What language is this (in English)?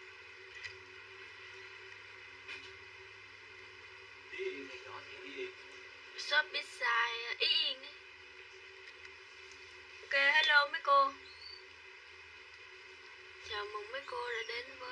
Vietnamese